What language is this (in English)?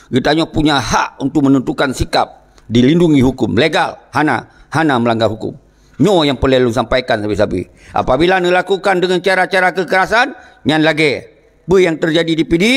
Achinese